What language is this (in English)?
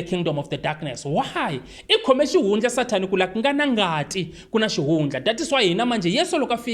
Tsonga